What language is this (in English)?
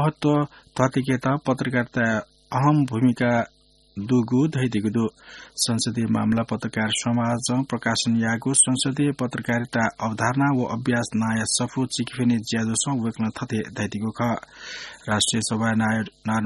Newari